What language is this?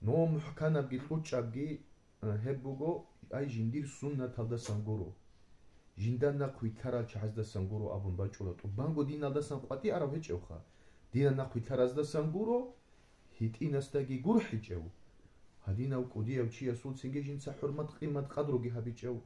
Avaric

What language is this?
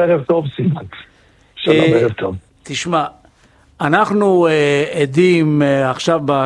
Hebrew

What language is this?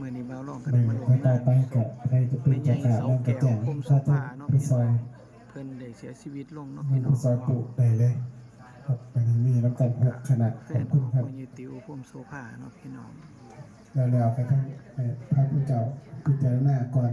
Northeastern Thai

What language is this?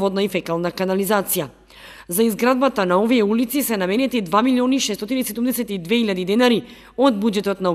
Macedonian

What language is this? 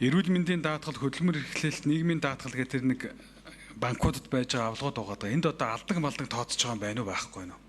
Mongolian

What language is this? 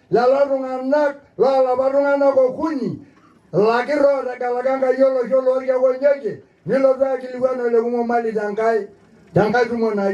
Masai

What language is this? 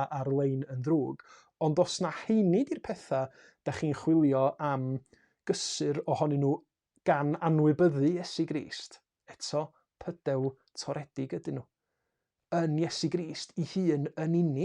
Welsh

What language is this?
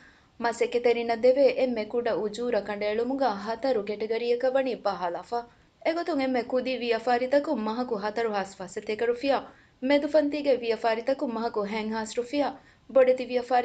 Divehi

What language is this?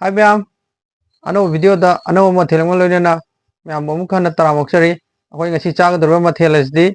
Manipuri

